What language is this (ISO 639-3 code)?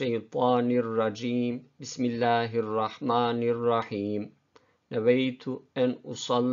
bos